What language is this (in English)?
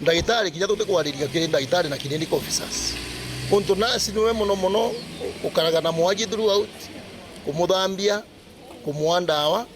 Meru